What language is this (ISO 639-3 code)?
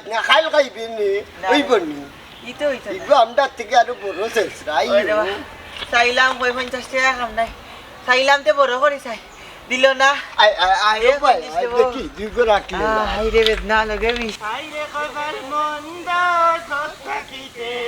syl